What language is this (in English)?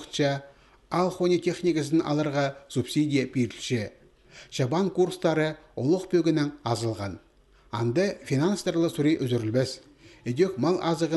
Khakas